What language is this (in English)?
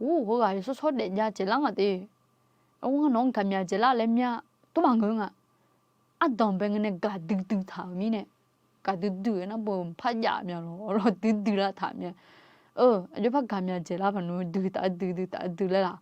Akha